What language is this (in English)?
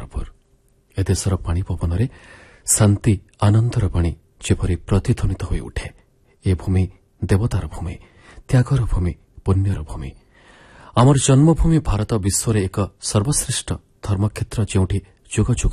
Odia